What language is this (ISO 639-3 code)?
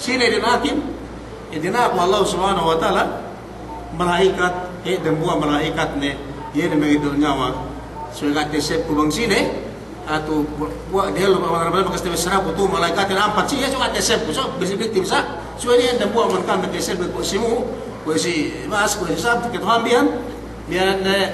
yka